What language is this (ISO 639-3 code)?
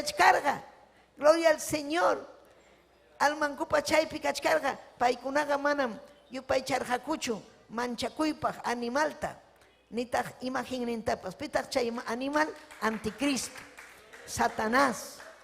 quy